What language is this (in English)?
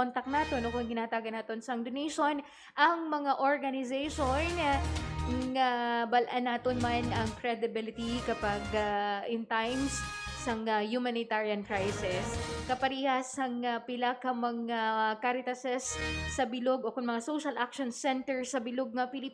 Hiligaynon